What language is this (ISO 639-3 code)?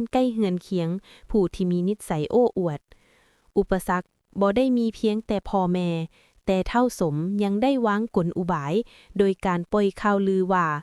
lao